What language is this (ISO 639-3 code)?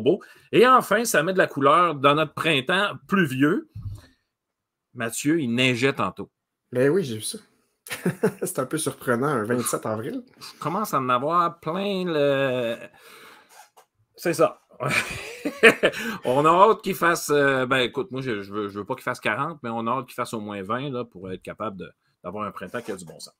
fra